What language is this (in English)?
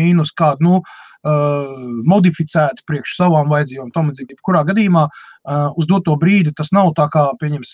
Latvian